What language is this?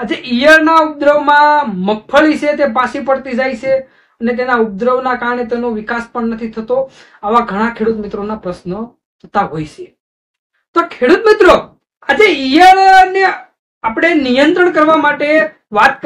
Gujarati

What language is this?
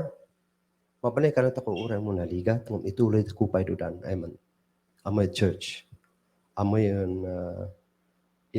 Kankanaey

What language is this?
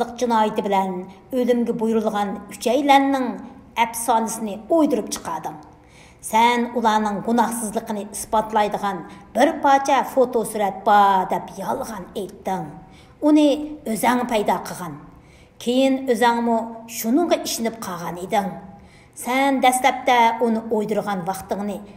Uyghur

